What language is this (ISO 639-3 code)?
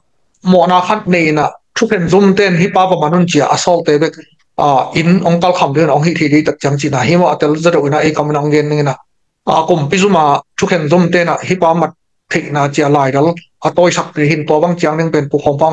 ctd